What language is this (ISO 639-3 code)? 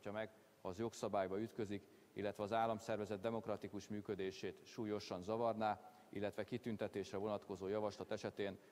hun